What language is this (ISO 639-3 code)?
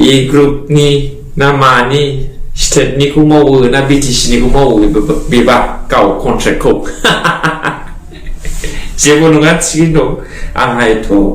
brx